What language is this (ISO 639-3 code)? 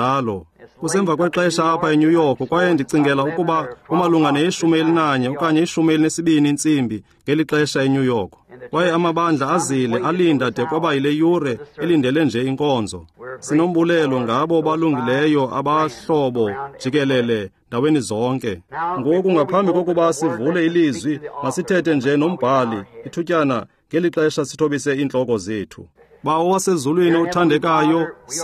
xho